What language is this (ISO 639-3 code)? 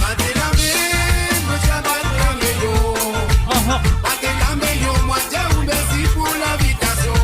mfe